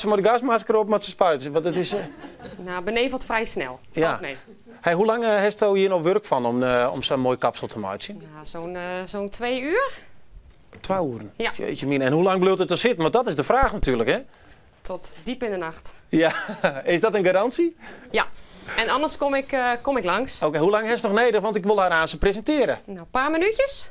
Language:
Western Frisian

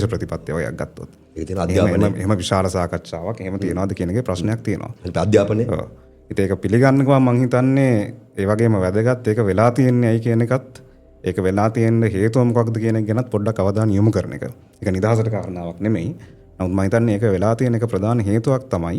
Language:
Sinhala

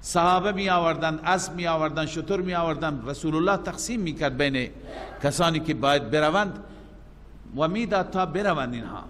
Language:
Persian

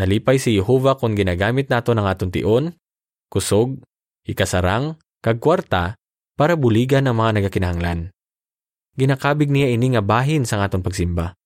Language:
Hiligaynon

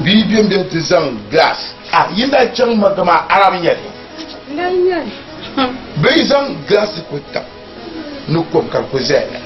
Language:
Dagbani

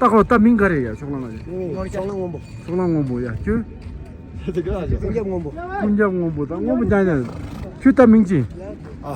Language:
Tibetan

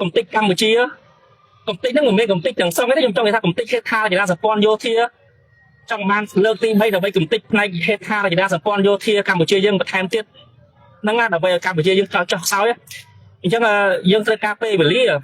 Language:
Khmer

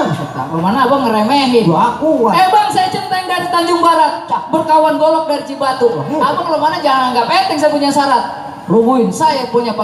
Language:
Betawi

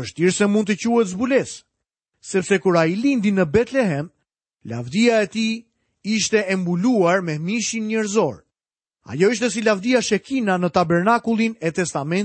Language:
Albanian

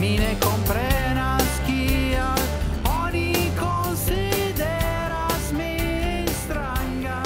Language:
Esperanto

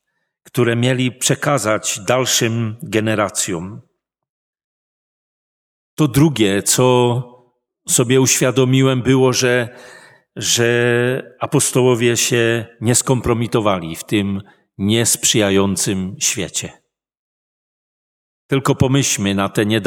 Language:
Polish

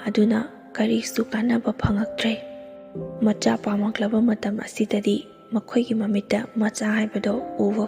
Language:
Manipuri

